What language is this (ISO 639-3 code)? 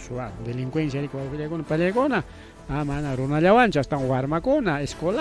quy